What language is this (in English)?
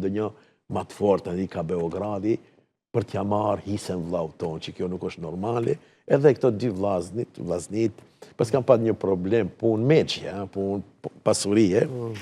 Albanian